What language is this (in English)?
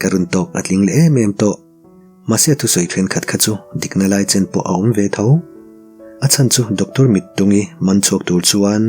Mizo